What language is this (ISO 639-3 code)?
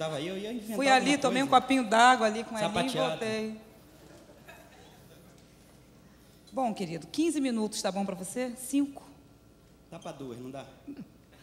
por